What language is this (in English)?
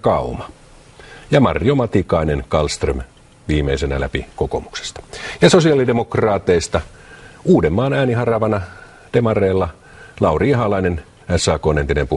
Finnish